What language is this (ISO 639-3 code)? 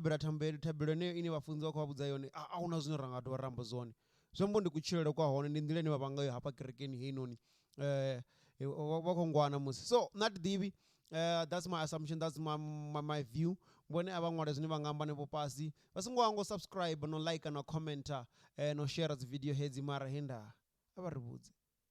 ven